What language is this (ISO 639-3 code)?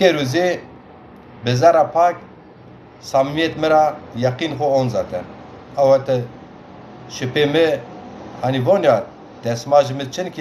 zza